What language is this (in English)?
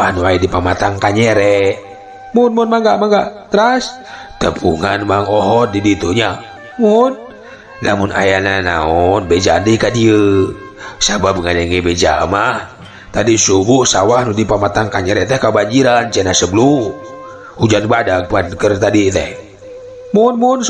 Sundanese